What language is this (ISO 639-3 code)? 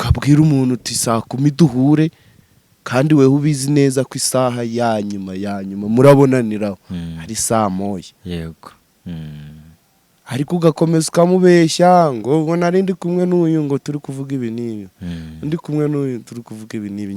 kin